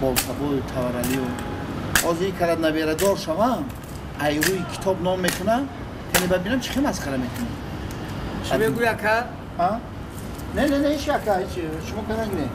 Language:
Tajik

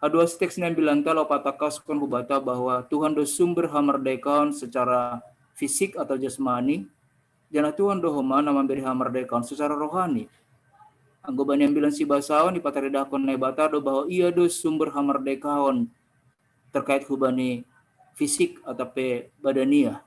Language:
Batak Simalungun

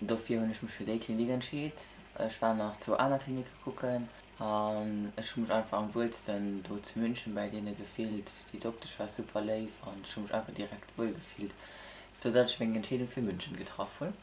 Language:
Luxembourgish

